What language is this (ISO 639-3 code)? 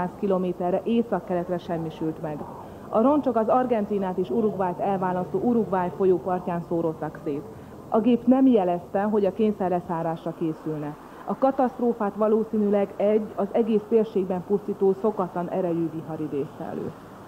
hun